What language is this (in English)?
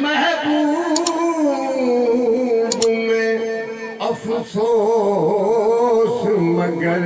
Saraiki